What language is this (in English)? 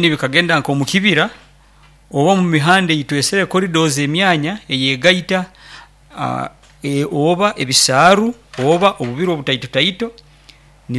Nyoro